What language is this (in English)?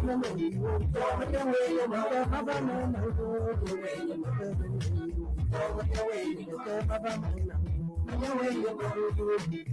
Ewe